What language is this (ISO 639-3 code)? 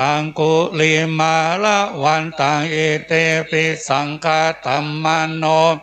pli